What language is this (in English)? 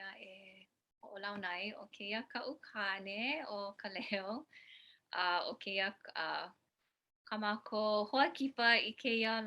Hawaiian